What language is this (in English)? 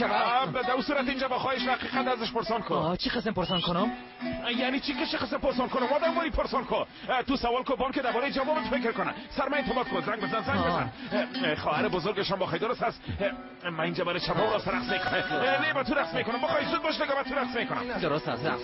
Tajik